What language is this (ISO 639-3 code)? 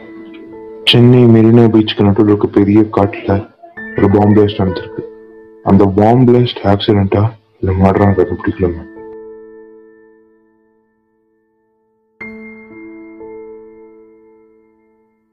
tam